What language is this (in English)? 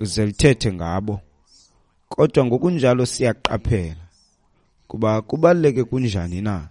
Xhosa